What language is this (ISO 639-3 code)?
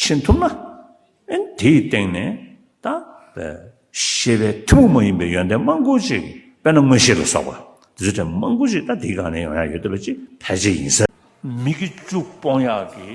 bod